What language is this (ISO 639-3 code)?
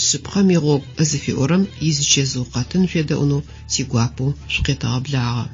ady